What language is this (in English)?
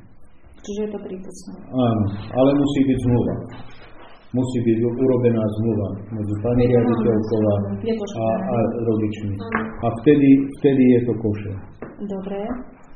Slovak